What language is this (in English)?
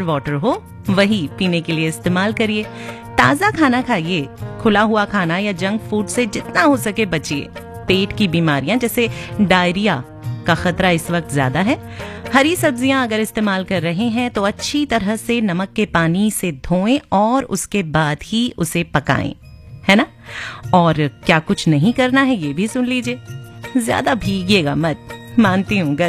Hindi